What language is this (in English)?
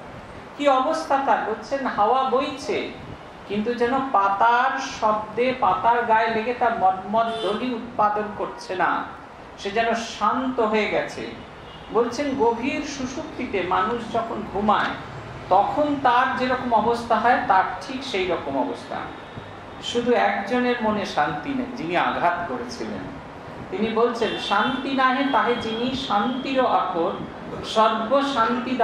Bangla